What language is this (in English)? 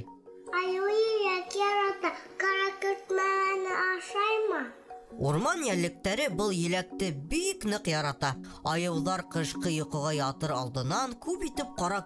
Bashkir